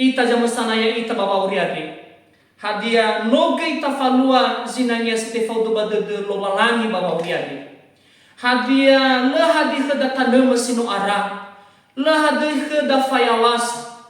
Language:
Nias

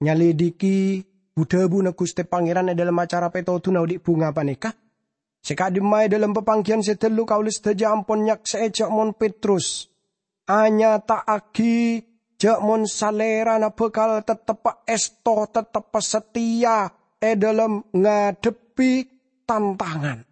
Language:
Madurese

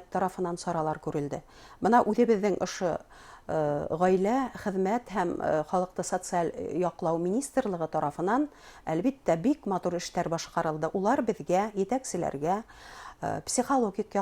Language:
Bashkir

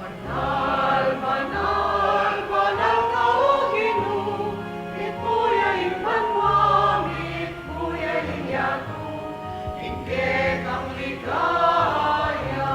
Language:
Pampanga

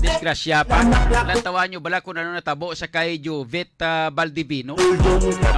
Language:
Hiligaynon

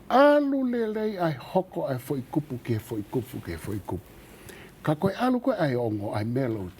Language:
Tongan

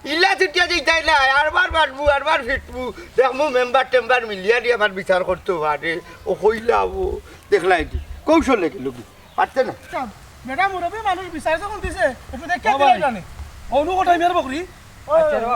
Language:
Sylheti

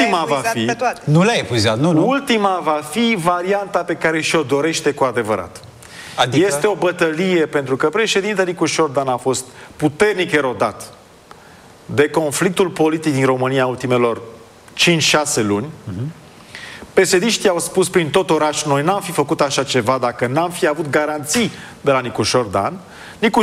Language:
Romanian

